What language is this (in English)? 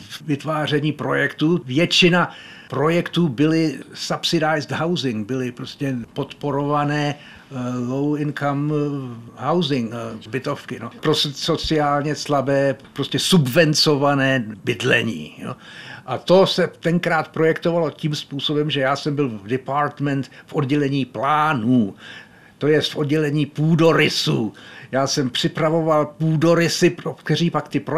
Czech